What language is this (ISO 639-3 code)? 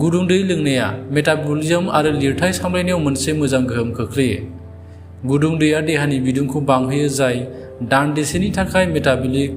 brx